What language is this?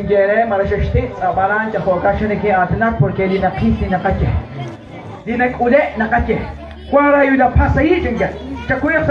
Kekchí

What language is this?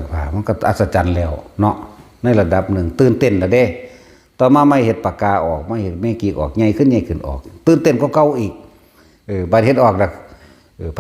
Northeastern Thai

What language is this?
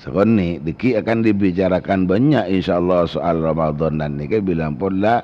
Madurese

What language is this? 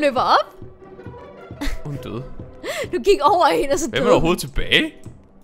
Danish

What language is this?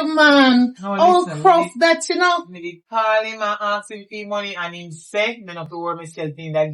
Jamaican Creole English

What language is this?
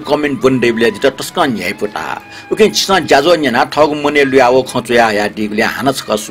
Newari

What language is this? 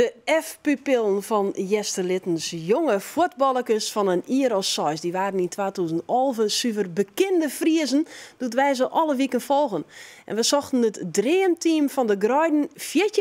Western Frisian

